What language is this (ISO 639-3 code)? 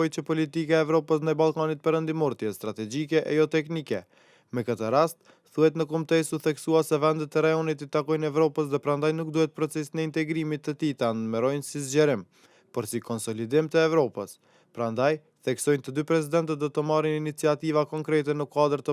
sqi